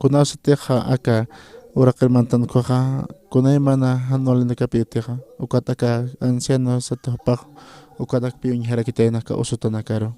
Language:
Aymara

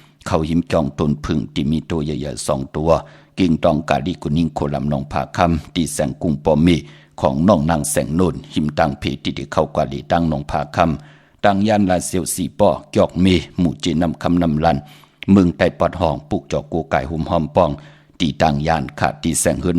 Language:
Shan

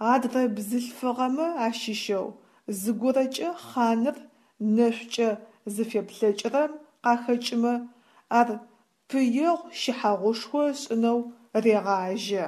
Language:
Adyghe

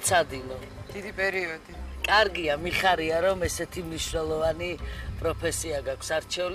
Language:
Georgian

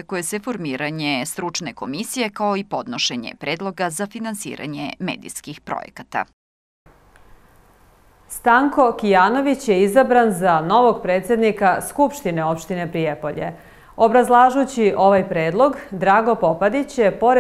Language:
Serbian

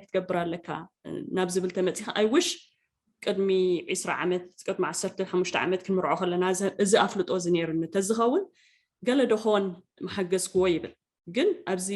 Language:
Tigrinya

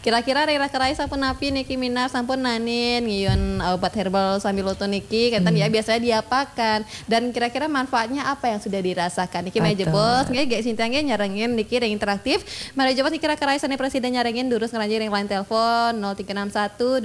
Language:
Balinese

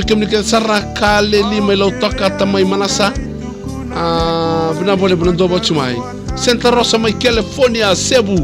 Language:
Fijian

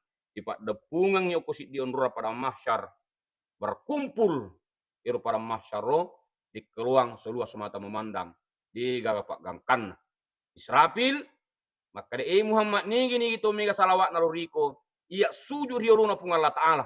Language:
Buginese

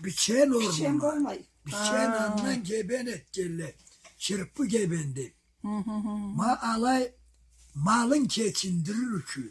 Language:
Karachay-Balkar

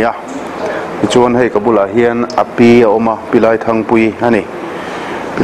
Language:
Mizo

